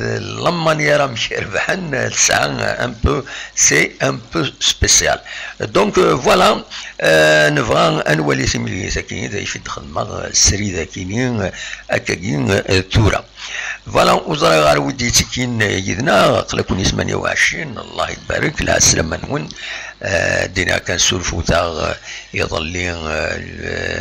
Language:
Kabyle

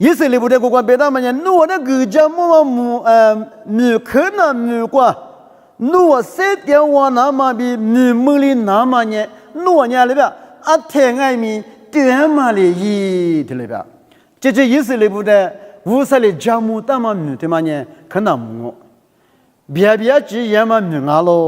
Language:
Lisu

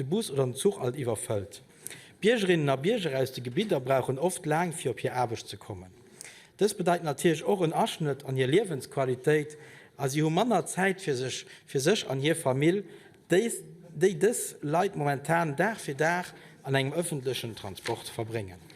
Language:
Luxembourgish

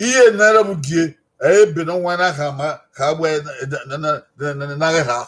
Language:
Bini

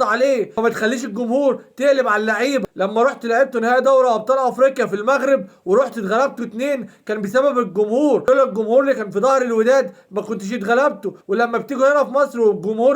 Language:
Egyptian Arabic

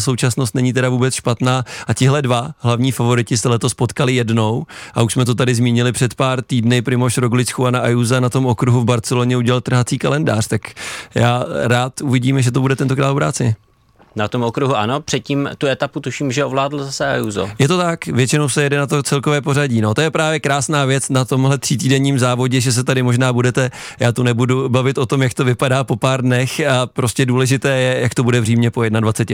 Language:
Czech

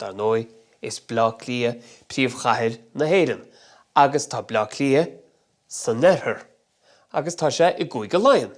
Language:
Irish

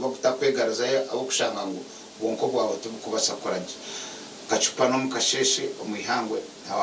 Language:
Nyankole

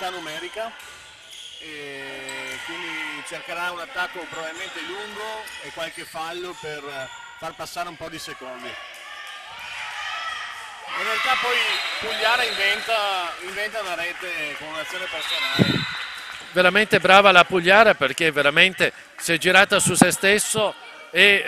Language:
Italian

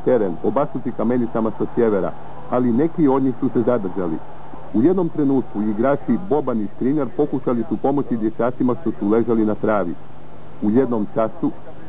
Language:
Croatian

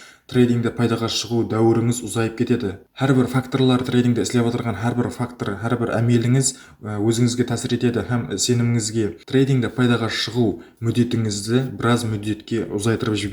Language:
Kara-Kalpak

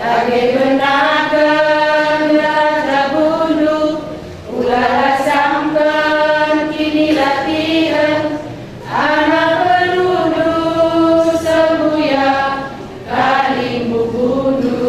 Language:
Batak Karo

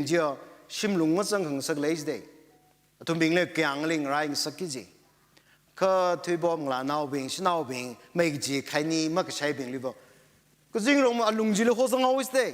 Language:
Tangkhul Naga (India)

